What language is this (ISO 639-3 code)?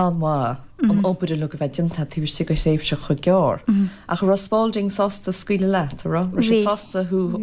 gle